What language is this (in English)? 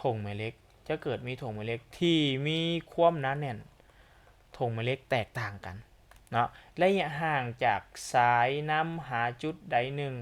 Lao